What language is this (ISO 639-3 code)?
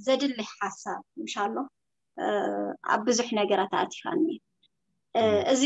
tir